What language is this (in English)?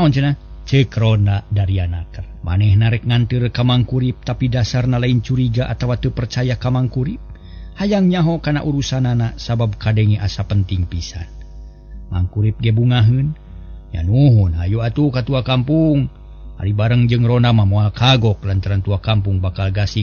Sundanese